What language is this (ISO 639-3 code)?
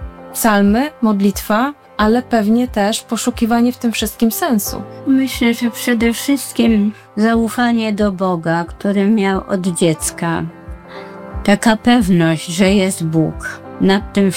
pol